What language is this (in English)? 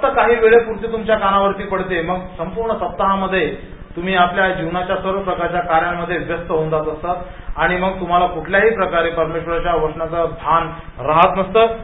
Marathi